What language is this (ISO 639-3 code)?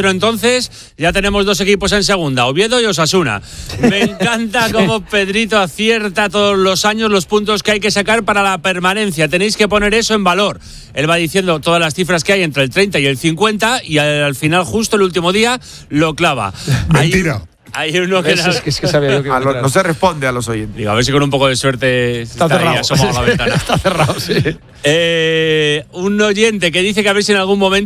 spa